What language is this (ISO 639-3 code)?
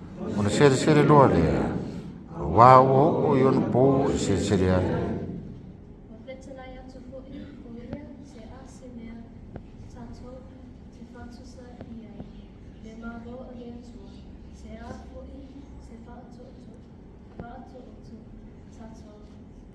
smo